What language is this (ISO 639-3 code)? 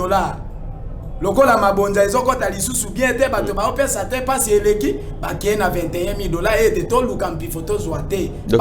lin